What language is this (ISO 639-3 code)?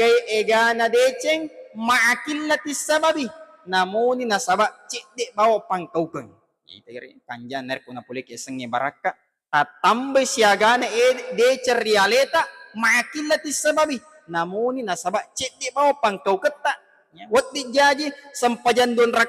bug